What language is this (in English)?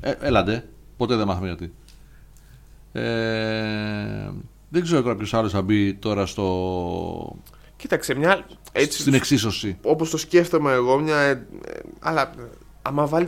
Greek